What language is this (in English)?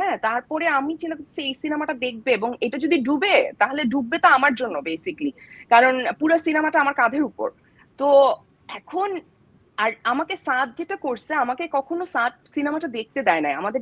Bangla